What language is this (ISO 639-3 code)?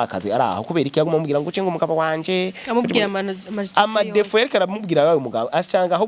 run